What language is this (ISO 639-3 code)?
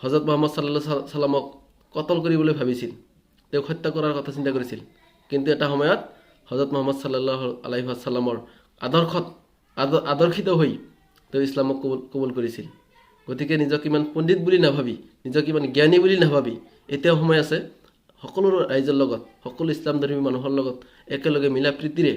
asm